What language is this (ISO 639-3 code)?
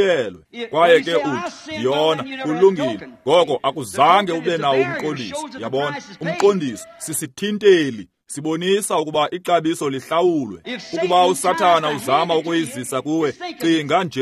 xho